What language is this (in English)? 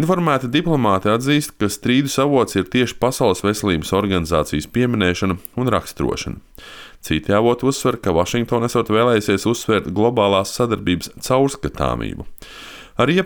Latvian